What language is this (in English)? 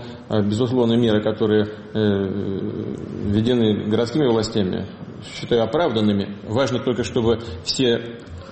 Russian